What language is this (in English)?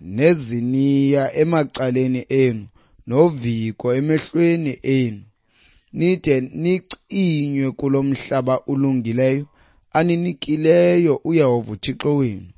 Xhosa